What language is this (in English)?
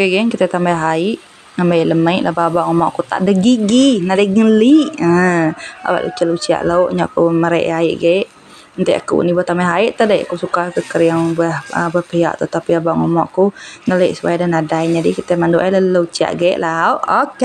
Iban